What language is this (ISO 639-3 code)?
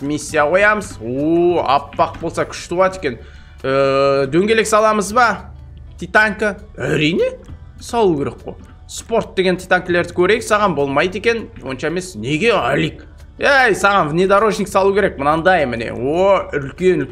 kaz